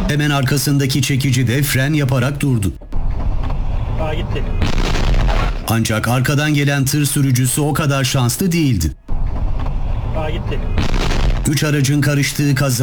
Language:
Turkish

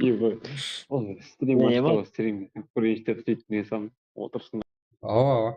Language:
Kara-Kalpak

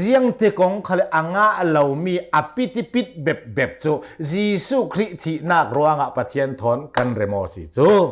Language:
Hakha Chin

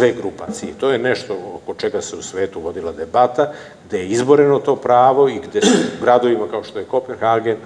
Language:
Serbian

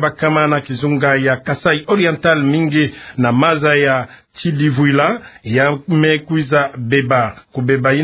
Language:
Kituba (Democratic Republic of Congo)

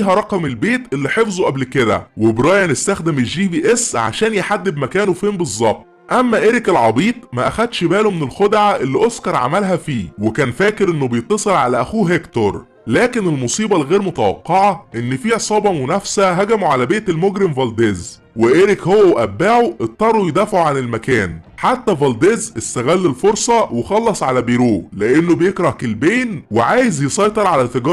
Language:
Egyptian Arabic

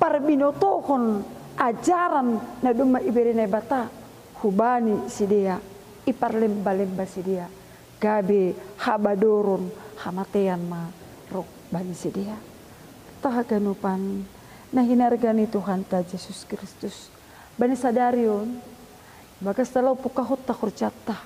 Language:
Batak Simalungun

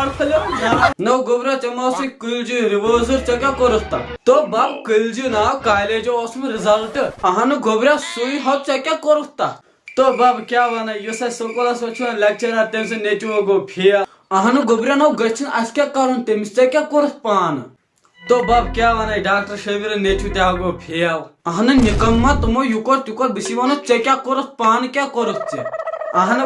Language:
Kashmiri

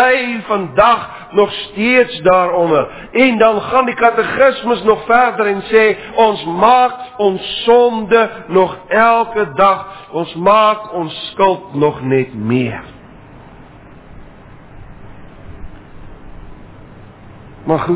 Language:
Afrikaans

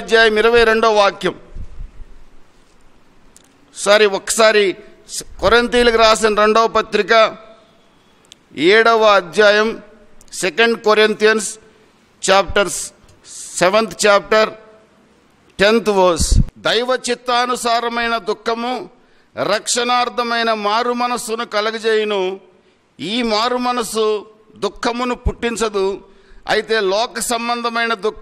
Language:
Telugu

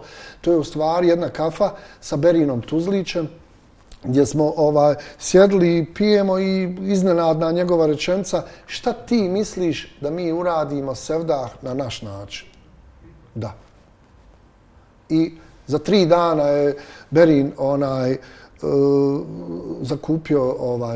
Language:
Bosnian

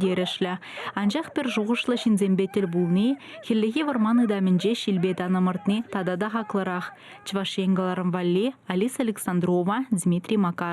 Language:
Chuvash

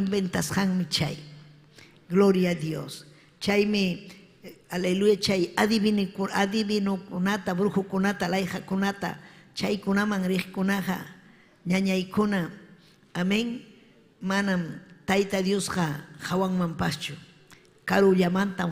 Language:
Ayacucho Quechua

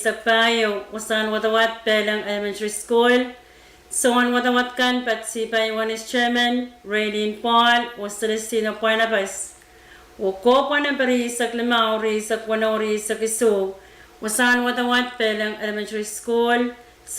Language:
Pohnpeian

